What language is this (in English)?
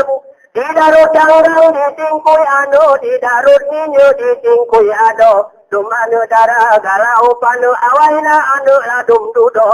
Gayo